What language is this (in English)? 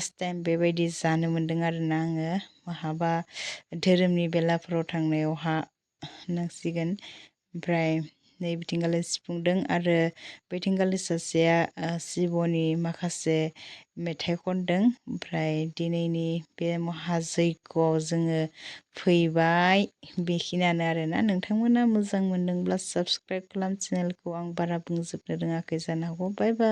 Bodo